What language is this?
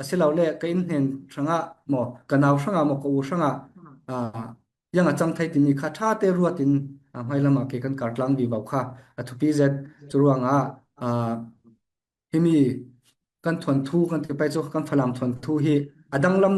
Falam Chin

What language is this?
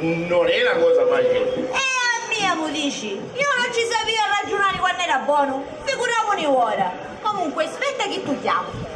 Sicilian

